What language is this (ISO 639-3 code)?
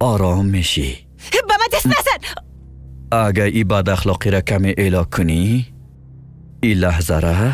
fas